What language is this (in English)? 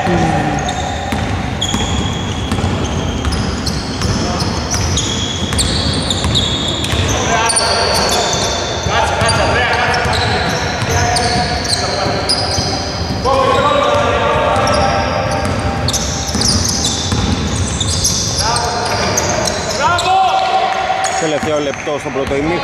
Greek